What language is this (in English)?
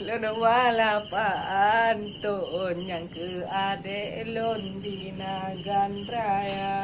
Achinese